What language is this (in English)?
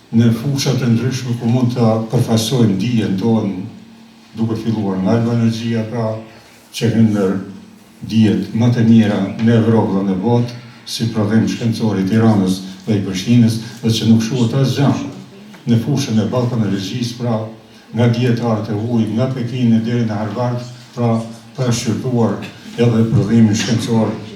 Albanian